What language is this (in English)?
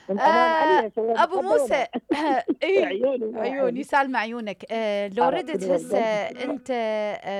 Mesopotamian Arabic